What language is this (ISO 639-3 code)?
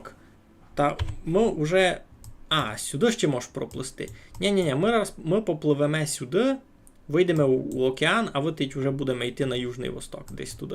rue